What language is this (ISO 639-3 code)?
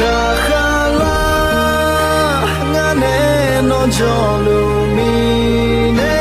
ahk